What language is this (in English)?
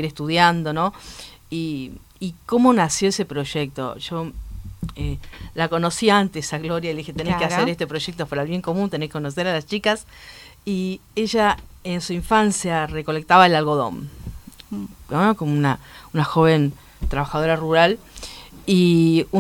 Spanish